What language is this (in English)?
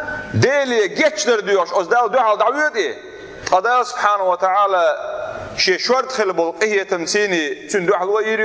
Chechen